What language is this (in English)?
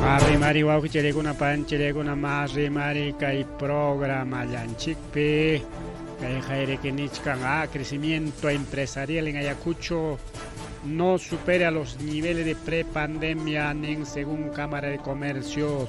Ayacucho Quechua